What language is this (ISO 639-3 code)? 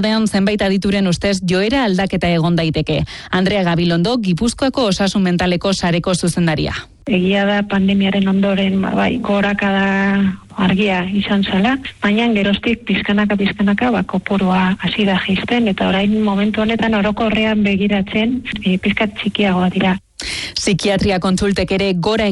eus